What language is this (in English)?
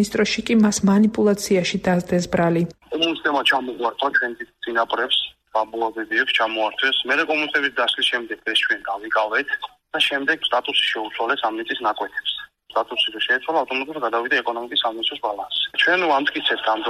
Georgian